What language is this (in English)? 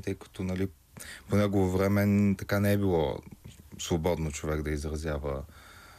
Bulgarian